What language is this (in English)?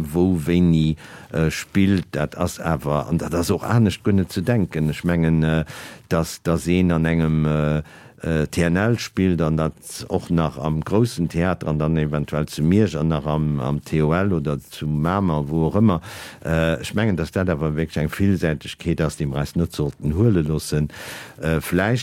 Luxembourgish